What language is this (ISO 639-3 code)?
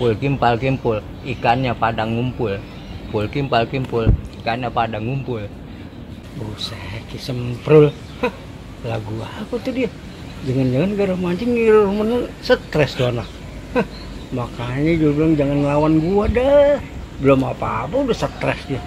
bew